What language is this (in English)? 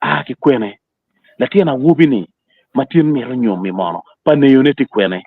Acoli